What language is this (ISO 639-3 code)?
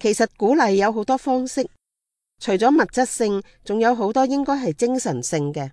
yue